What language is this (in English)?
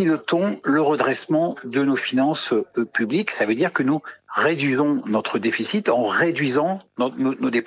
French